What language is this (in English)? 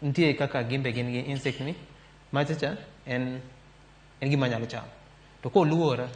Luo (Kenya and Tanzania)